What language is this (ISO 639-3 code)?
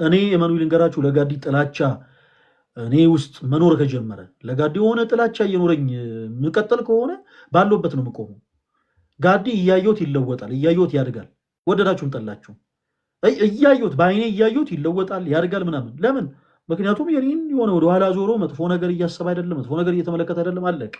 amh